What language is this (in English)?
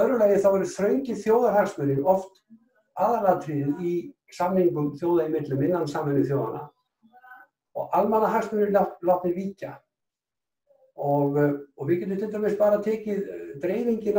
Icelandic